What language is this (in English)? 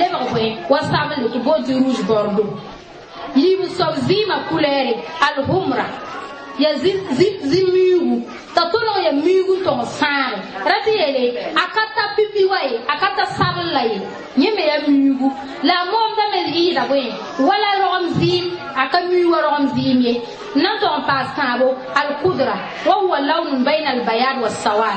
Mossi